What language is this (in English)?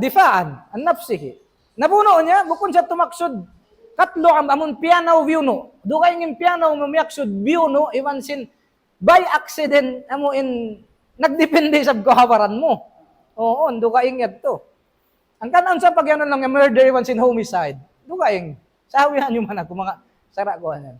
Tausug